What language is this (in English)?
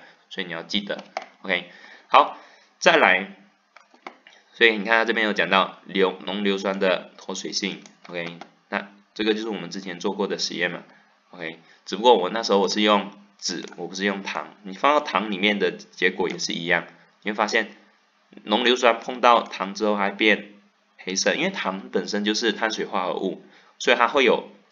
Chinese